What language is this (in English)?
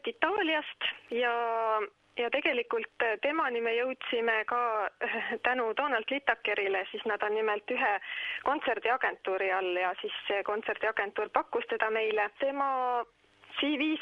Estonian